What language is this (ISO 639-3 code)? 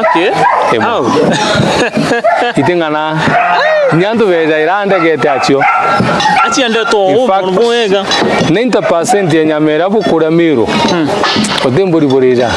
mer